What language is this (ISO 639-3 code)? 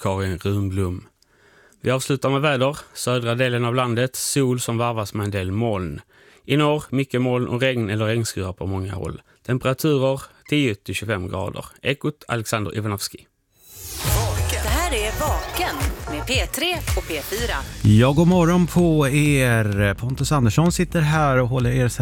swe